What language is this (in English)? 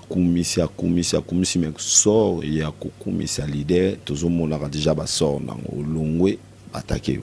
Lingala